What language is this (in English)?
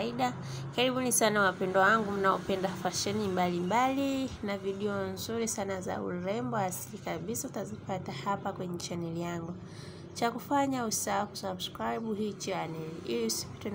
Swahili